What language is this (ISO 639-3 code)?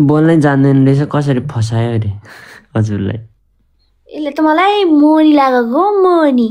nep